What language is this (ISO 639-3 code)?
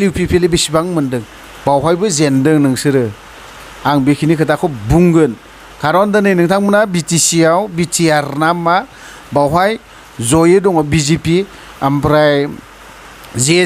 brx